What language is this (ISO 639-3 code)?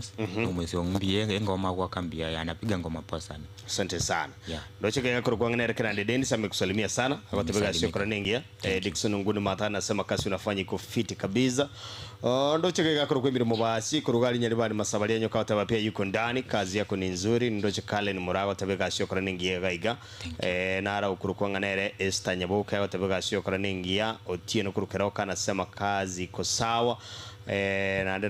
guz